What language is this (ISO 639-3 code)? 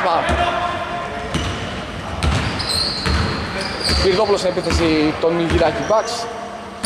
ell